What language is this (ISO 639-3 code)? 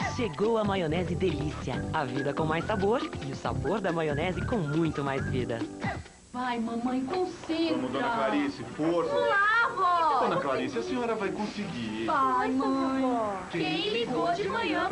por